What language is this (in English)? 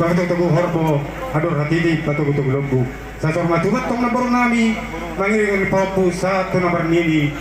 Batak Toba